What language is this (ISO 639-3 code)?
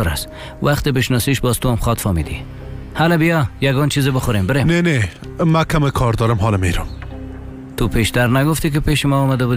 fas